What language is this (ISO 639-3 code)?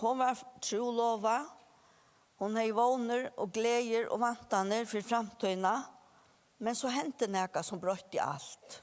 fao